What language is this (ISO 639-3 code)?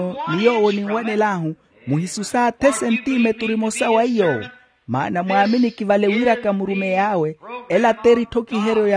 vmw